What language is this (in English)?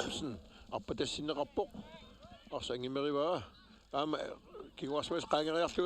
Kalaallisut